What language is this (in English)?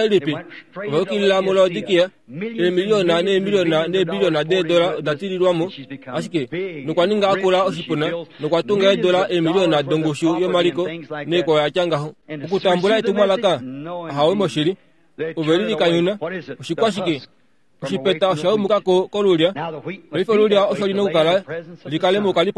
Kuanyama